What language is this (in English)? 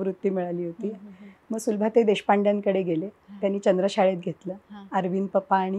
Marathi